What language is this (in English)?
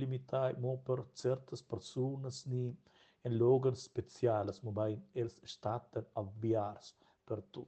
Romansh